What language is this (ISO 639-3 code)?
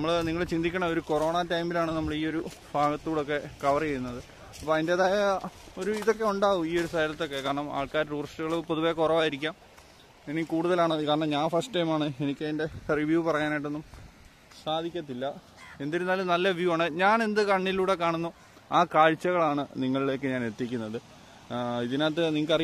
mal